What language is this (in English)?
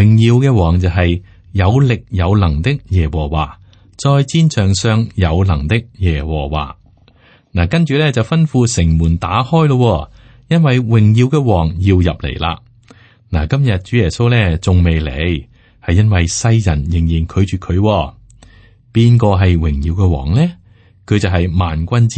Cantonese